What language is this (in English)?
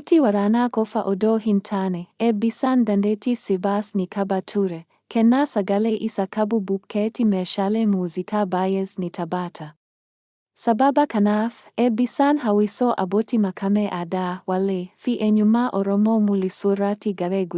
Oromo